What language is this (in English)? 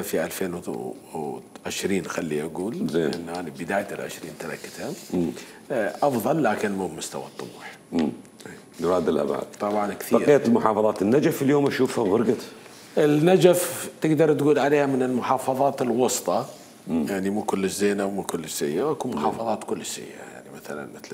Mesopotamian Arabic